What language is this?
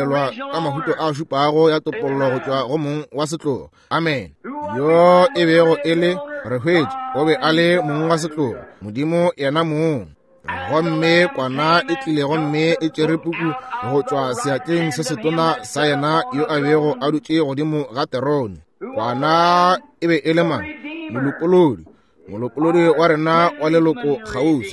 Northern Sotho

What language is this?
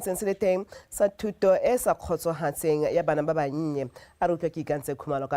Tswana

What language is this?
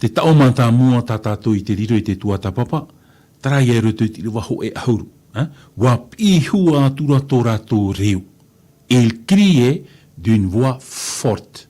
Tahitian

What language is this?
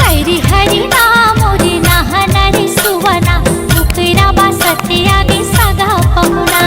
Chhattisgarhi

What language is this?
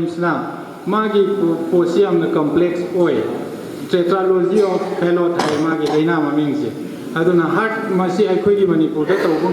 Manipuri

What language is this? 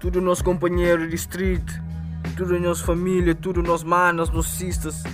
Kabuverdianu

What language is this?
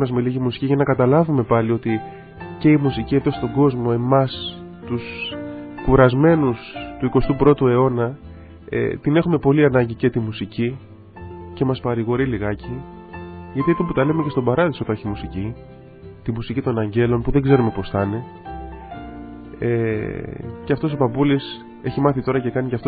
Greek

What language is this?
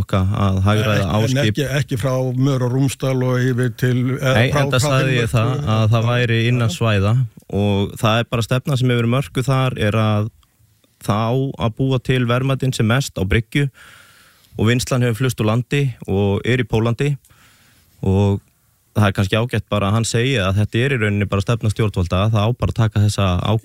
Icelandic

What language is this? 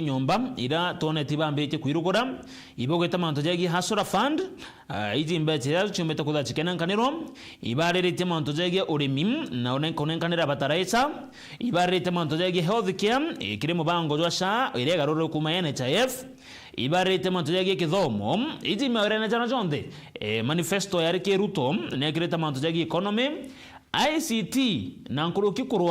Meru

